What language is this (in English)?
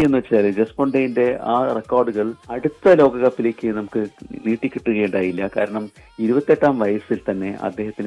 Malayalam